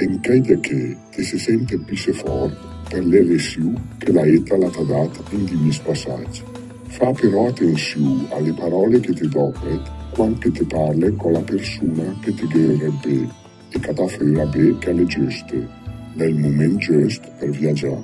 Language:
Lombard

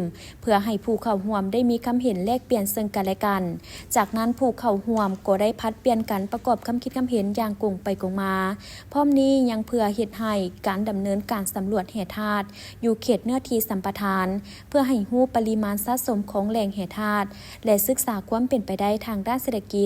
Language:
Lao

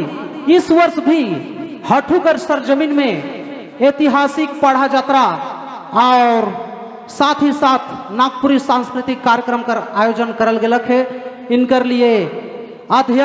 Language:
Sadri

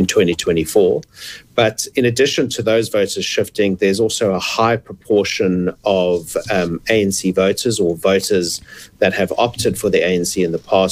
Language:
English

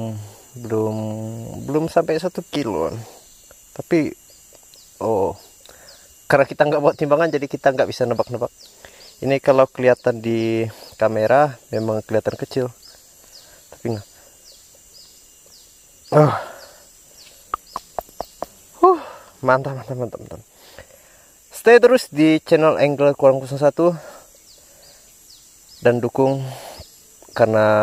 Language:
Indonesian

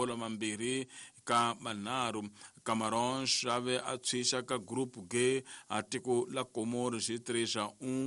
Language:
Tsonga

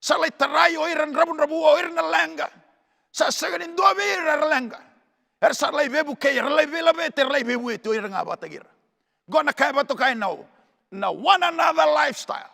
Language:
Fijian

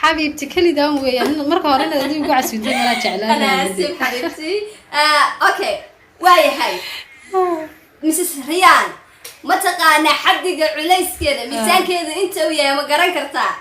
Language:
Somali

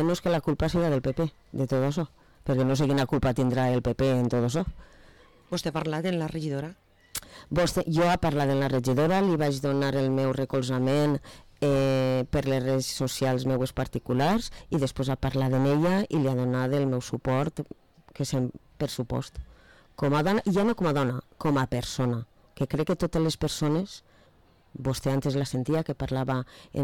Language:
Catalan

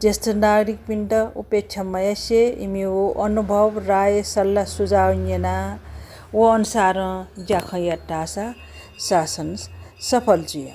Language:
Newari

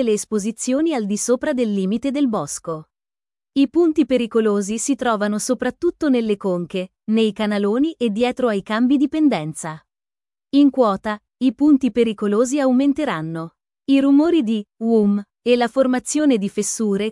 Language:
Italian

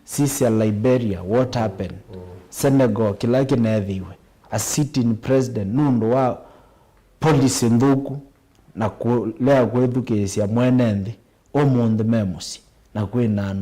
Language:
Kamba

